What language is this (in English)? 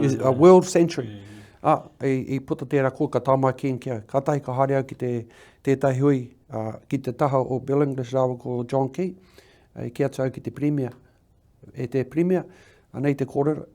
Māori